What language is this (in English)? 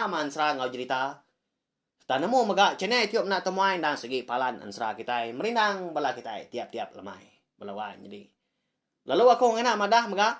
Iban